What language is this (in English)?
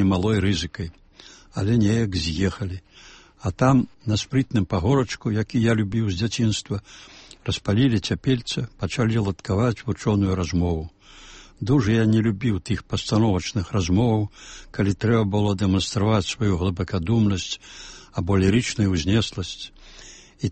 Belarusian